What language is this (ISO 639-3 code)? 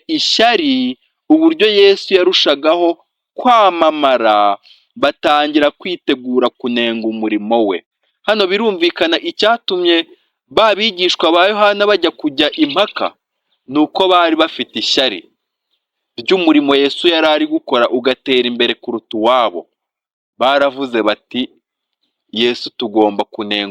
kin